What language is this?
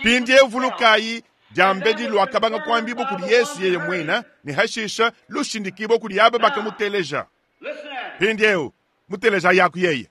Luba-Lulua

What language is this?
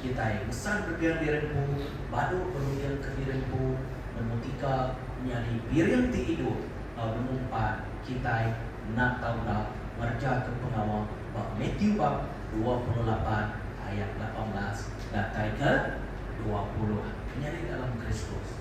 Iban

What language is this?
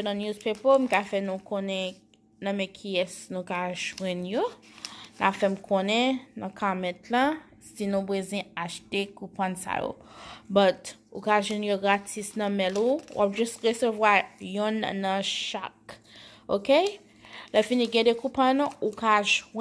Haitian Creole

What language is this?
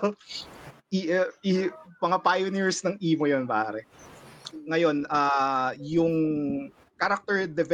Filipino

